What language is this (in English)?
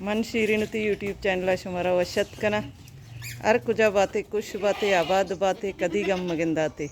Baluchi